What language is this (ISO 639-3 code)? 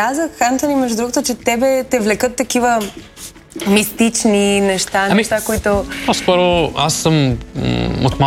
bul